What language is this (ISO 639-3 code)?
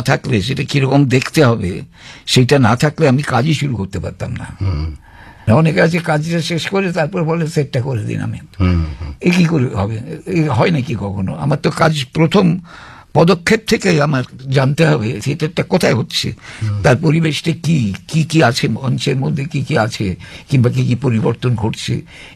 ben